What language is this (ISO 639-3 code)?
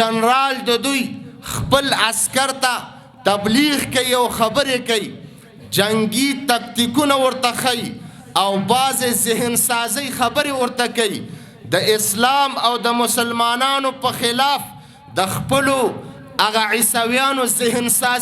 pus